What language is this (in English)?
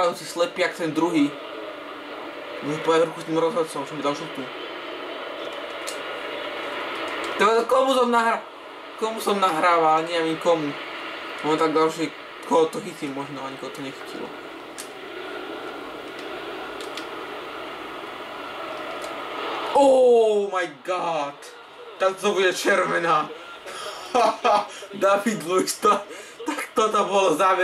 Slovak